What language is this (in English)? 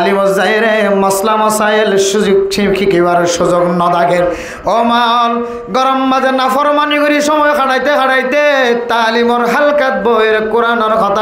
Rohingya